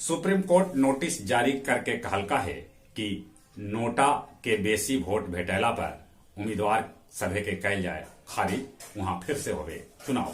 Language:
Magahi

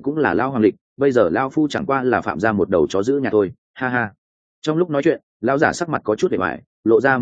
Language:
Vietnamese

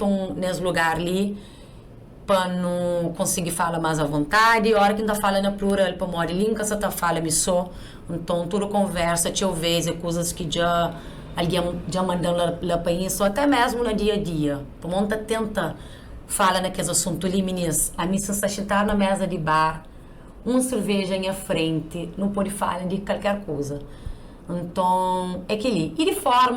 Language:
Kabuverdianu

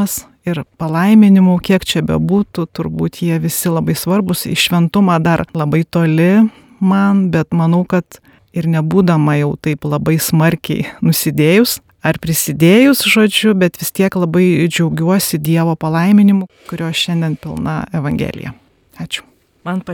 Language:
Lithuanian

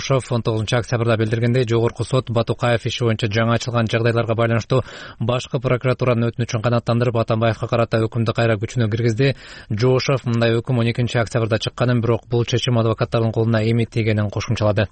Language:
Kyrgyz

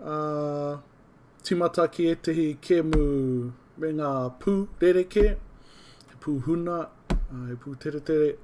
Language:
Māori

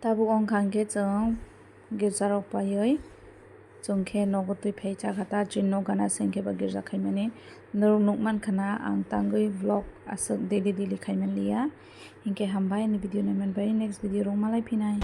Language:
Kok Borok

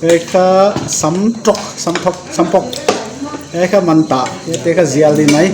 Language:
Paite Chin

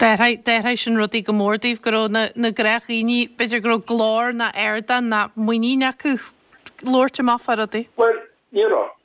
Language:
Irish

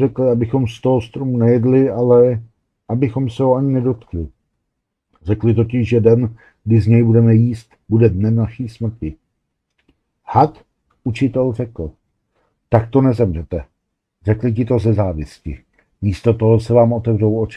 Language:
Czech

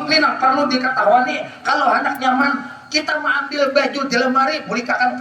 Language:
Banjar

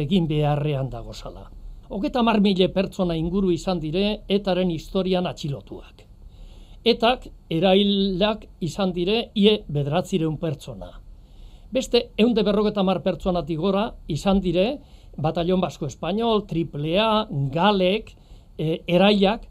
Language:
Basque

